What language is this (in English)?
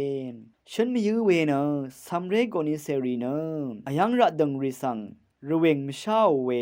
Rawang